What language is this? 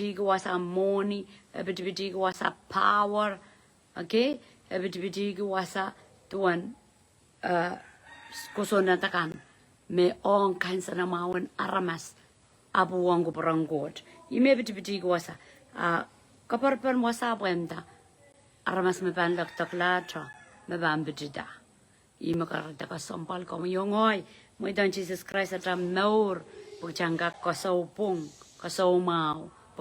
Pohnpeian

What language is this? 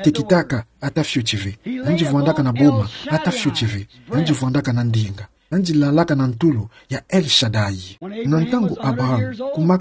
Kituba (Democratic Republic of Congo)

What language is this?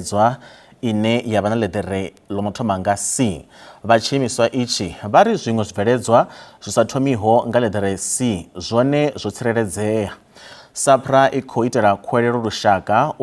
Venda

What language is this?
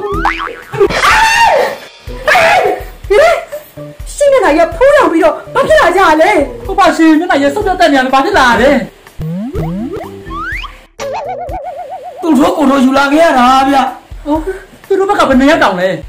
Burmese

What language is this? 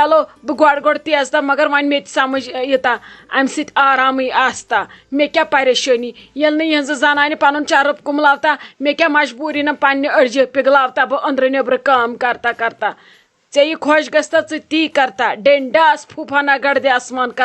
Kashmiri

